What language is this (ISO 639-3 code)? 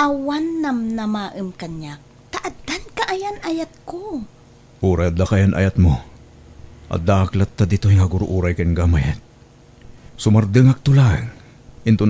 ilo